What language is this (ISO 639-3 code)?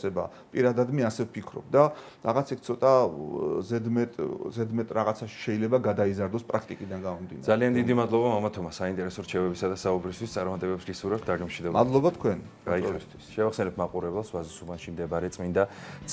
kat